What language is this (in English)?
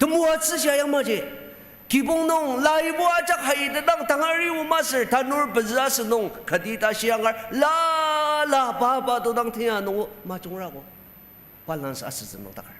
Ao Naga